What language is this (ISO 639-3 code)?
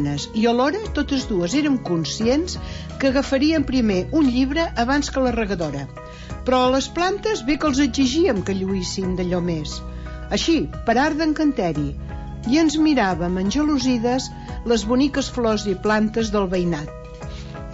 cat